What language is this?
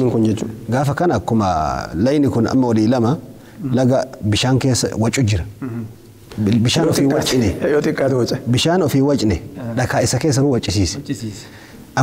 Oromo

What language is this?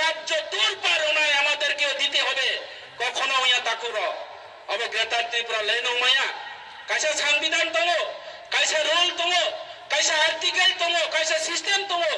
Kok Borok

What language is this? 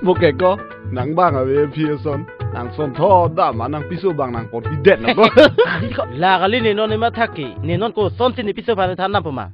Karbi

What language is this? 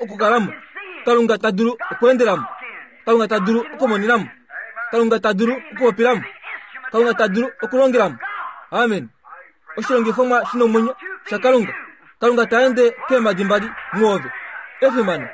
Kuanyama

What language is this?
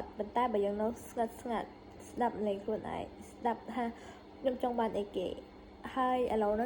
Khmer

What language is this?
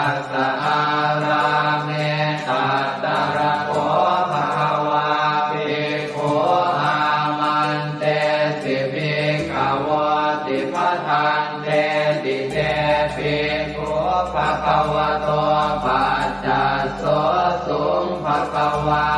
Pali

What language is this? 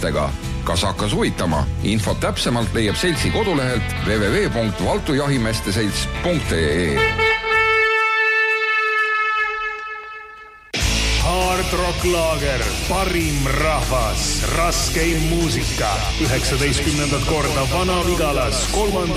Estonian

